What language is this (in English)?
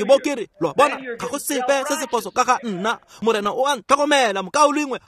Tswana